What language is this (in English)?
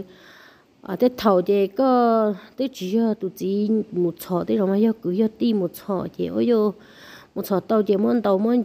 Hmong